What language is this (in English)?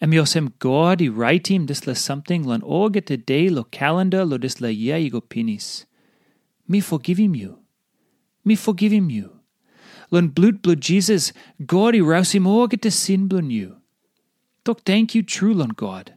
Tok Pisin